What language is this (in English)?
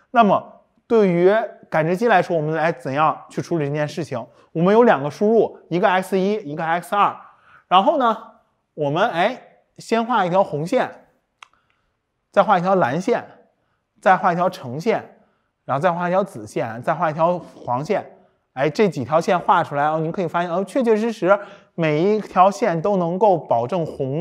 Chinese